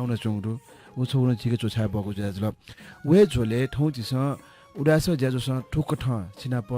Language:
Newari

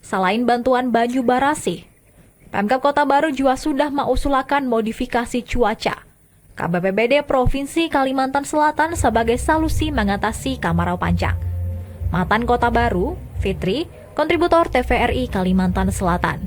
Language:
Banjar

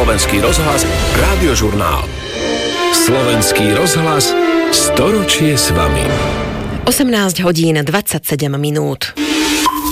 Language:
Slovak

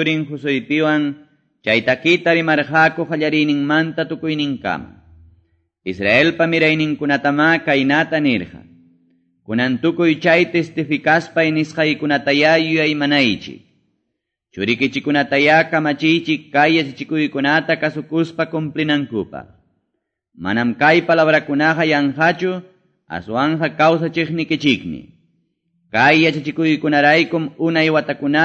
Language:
Quechua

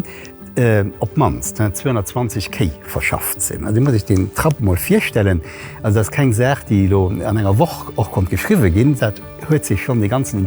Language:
Luxembourgish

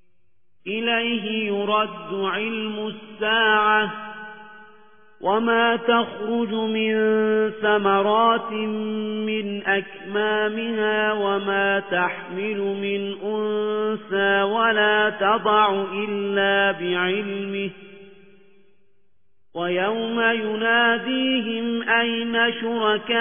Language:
Arabic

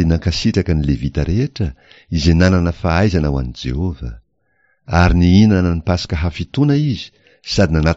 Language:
Malagasy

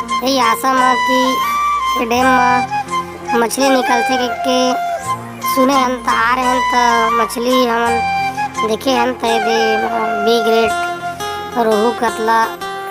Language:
Chhattisgarhi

